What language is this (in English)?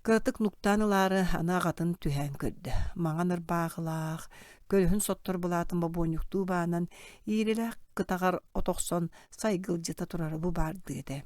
Yakut